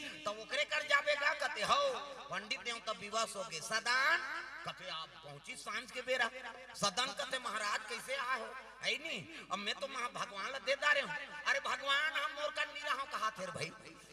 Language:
Chhattisgarhi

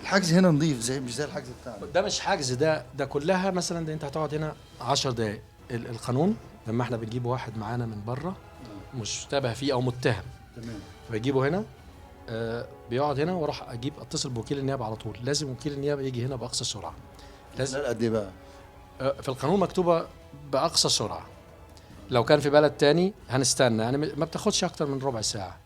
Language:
Egyptian Arabic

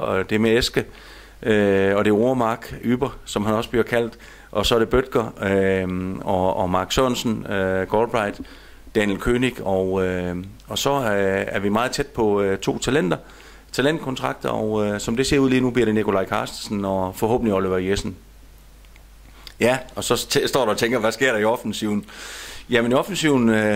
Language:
Danish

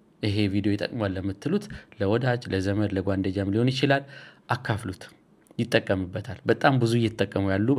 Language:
Amharic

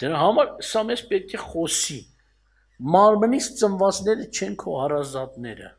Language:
Armenian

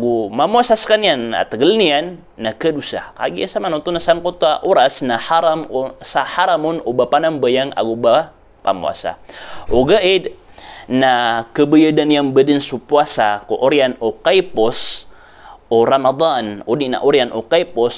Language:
Maranao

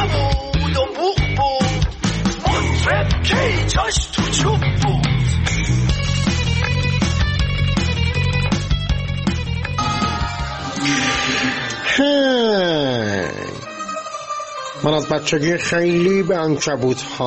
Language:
Persian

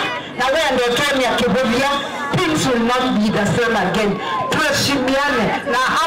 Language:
Kamba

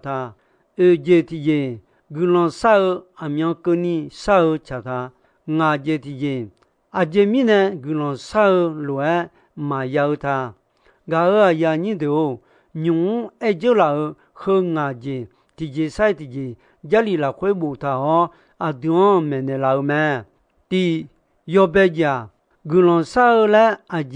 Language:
Akha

